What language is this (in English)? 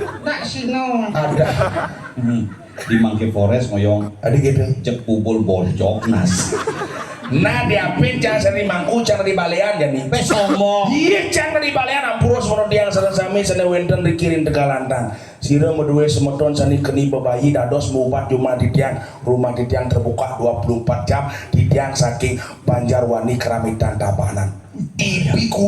Balinese